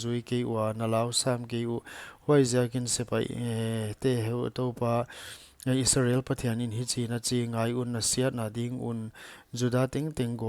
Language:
Paite Chin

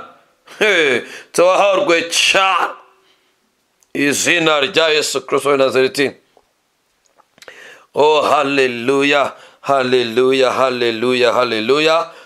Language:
Kinyarwanda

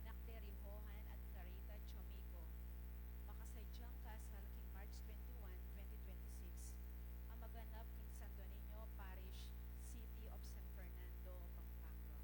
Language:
Pampanga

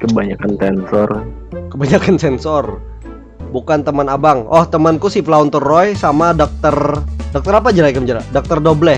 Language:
Banjar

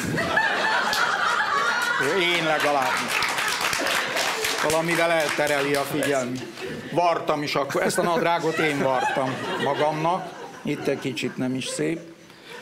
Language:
Hungarian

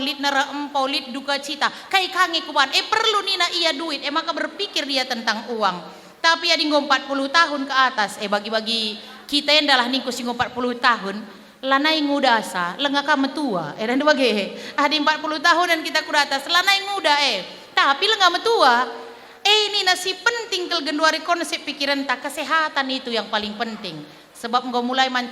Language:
Batak Karo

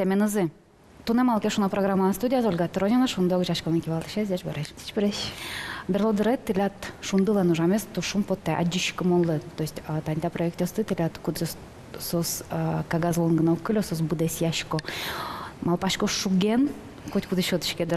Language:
Udmurt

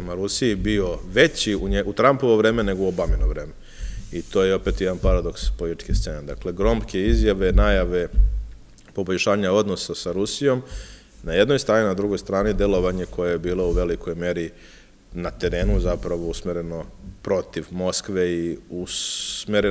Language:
Serbian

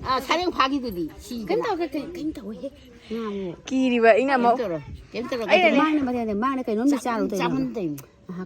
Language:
Manipuri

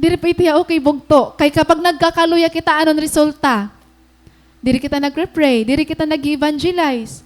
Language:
Waray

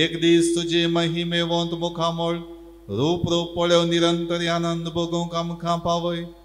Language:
Konkani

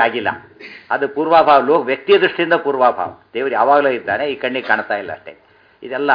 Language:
Kannada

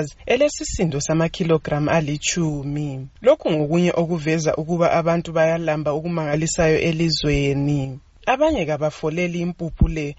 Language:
North Ndebele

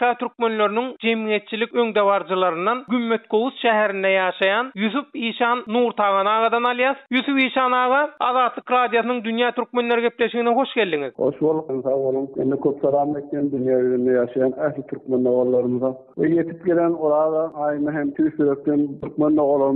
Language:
Turkmen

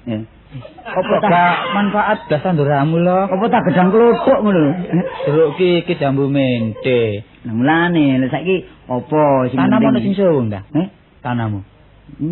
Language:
Javanese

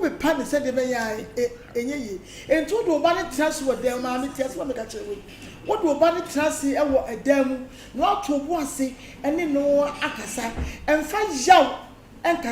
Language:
Akan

